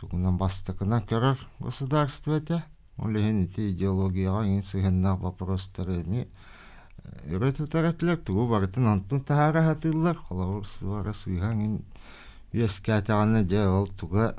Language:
Yakut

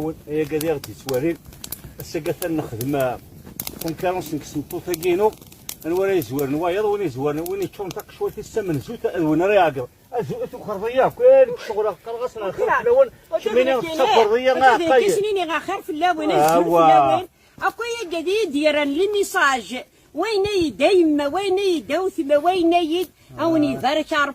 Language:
Kabyle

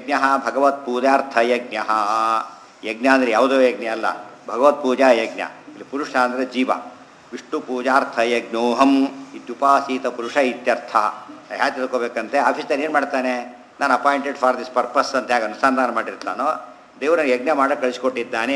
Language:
Kannada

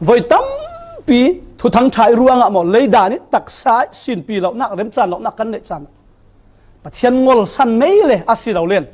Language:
Falam Chin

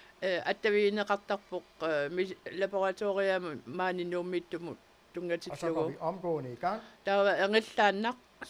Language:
Kalaallisut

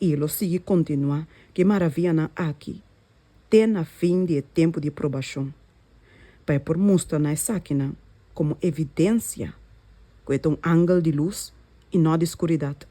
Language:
Papiamento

